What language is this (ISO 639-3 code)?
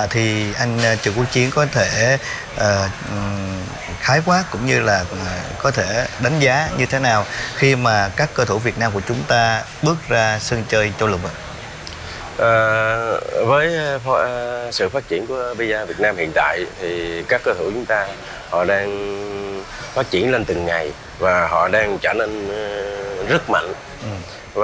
vie